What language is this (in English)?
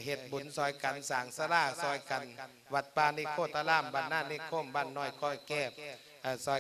Lao